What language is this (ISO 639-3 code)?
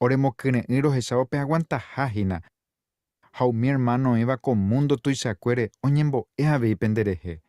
grn